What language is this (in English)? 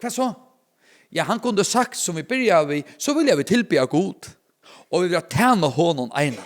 Faroese